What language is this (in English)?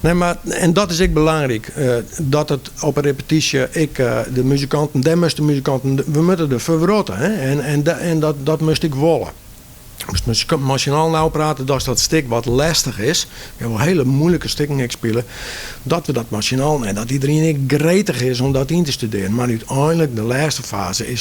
Western Frisian